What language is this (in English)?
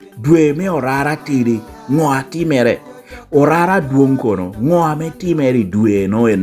Lango (Uganda)